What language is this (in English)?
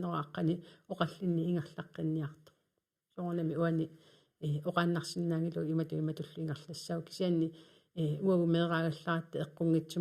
Kalaallisut